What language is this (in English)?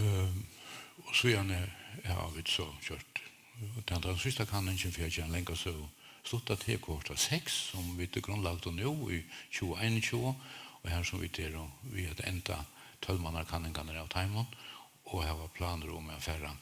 Faroese